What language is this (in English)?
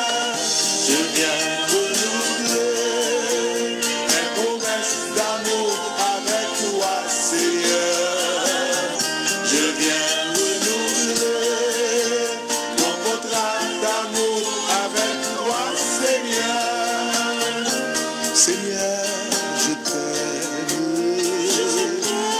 French